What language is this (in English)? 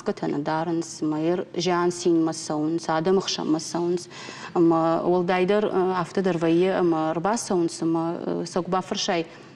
Ossetic